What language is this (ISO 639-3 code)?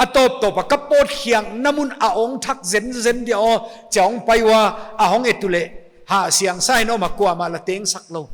pck